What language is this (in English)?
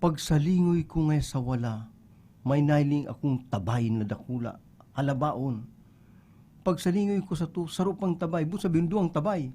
Bikol